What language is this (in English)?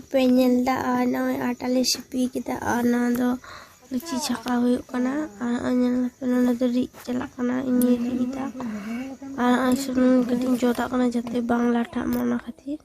Santali